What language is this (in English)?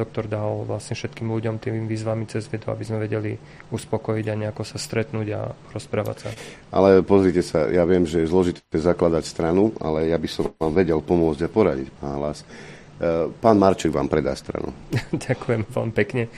Slovak